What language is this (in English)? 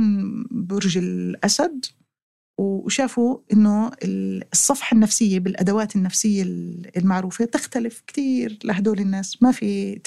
North Levantine Arabic